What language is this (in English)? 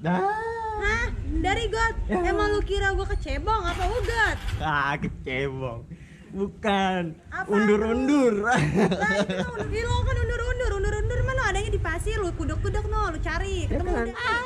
Betawi